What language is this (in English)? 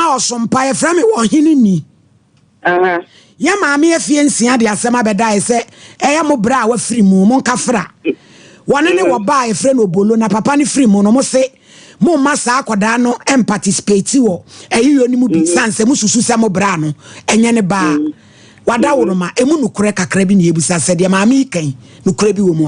Akan